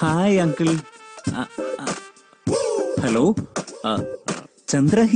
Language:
Malayalam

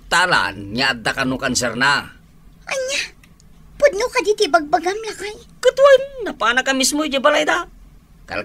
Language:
Iloko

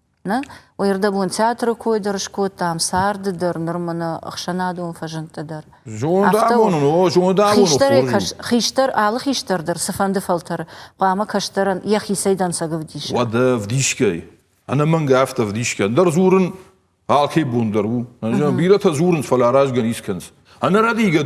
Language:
Ossetic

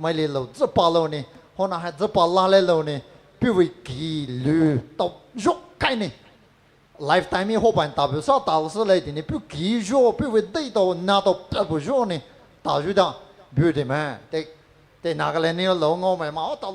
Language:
Poumei Naga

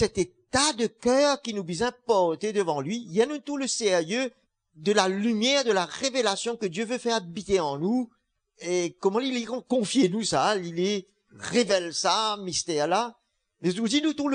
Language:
Morisyen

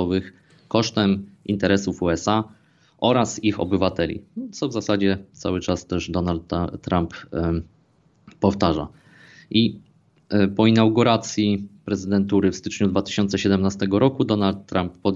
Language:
Polish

